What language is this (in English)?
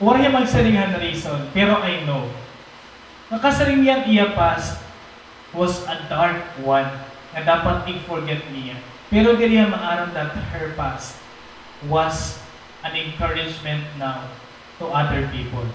Waray